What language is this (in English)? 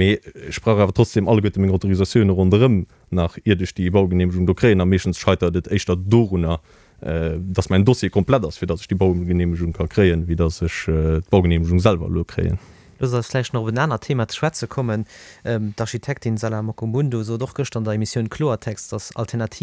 Luxembourgish